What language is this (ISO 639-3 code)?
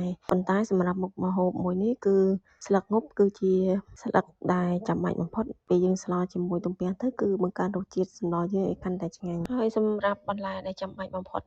khm